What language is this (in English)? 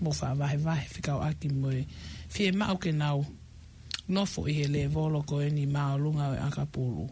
Tongan